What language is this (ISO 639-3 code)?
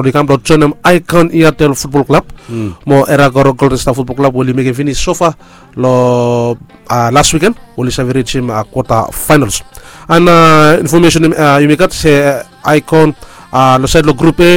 bis